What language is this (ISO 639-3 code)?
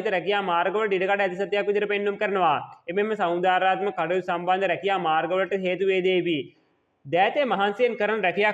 sin